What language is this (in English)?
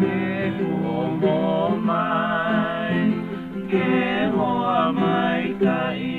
Hawaiian